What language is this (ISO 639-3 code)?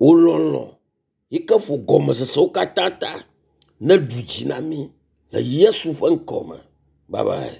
ewe